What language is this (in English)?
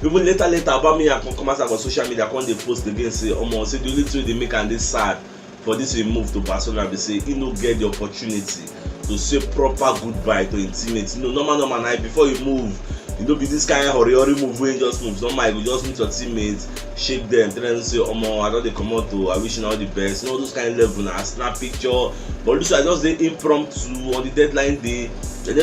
Nigerian Pidgin